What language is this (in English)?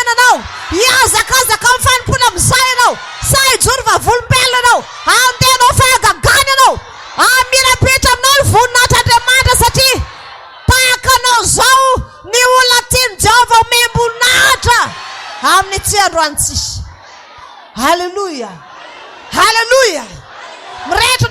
Malagasy